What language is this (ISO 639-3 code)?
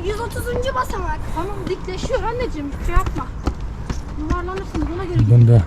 bak